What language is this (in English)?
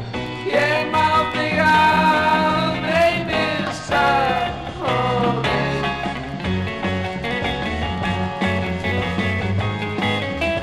Icelandic